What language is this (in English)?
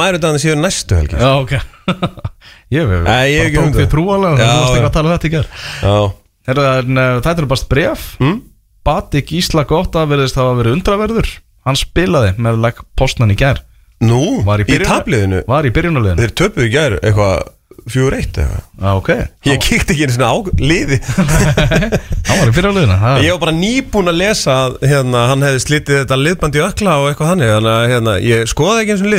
Icelandic